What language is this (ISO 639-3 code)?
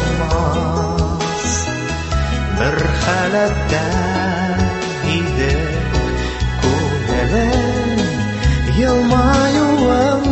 tat